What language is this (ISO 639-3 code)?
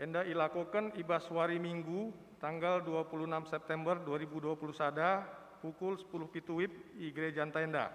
btx